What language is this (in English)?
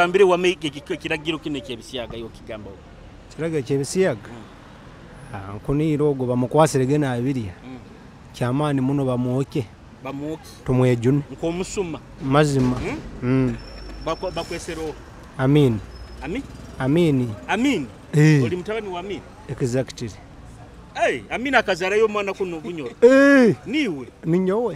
Nyoro